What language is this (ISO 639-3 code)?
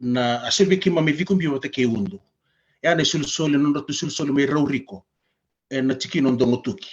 fij